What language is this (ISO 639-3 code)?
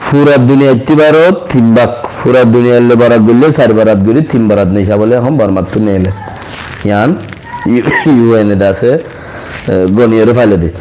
rhg